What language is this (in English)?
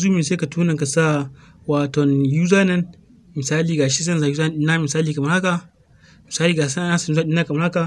Hausa